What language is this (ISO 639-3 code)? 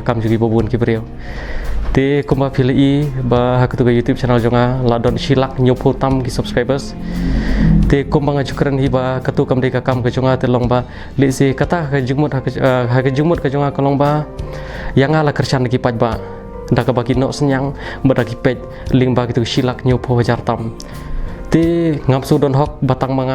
kha